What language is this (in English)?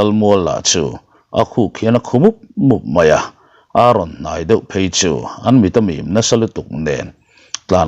Mizo